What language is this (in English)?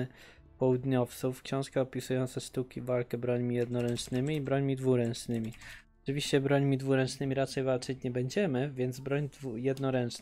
Polish